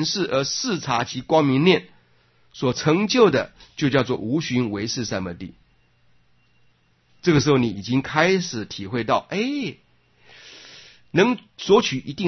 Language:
Chinese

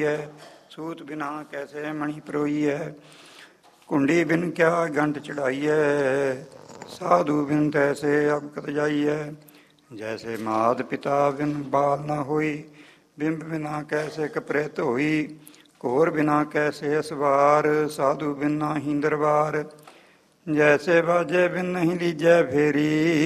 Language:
Punjabi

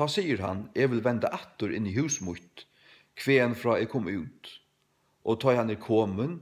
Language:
Faroese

